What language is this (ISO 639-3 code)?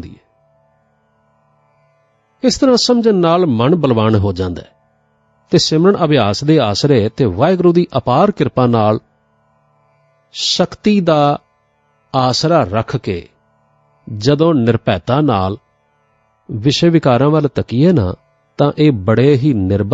pan